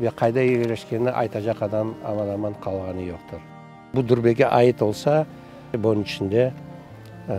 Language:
Crimean Tatar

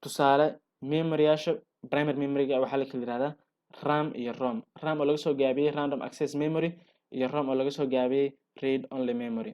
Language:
Somali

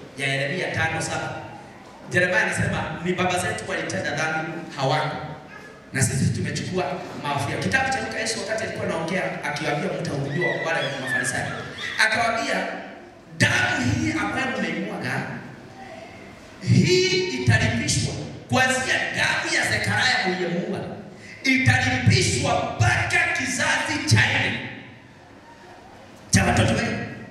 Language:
Swahili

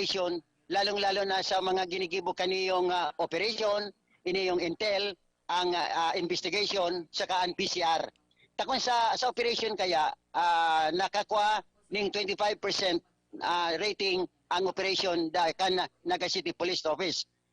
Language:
Bikol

